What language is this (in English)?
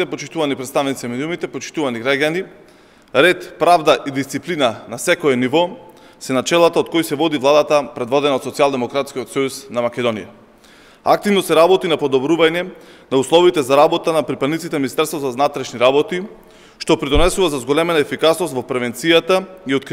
Macedonian